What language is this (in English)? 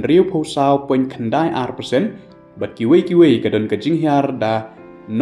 Khasi